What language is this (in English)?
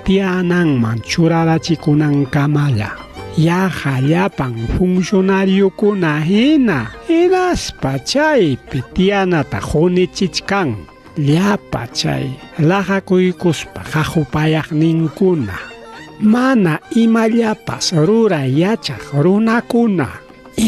Ayacucho Quechua